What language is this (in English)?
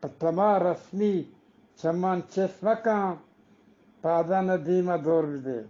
Eastern Balochi